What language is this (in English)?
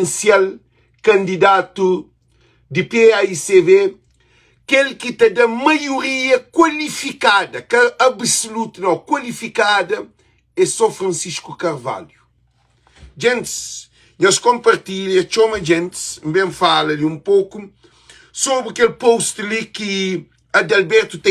Kabuverdianu